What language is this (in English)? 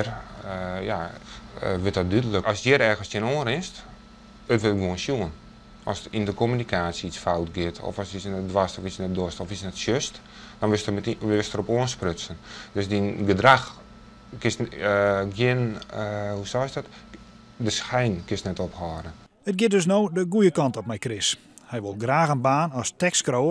Western Frisian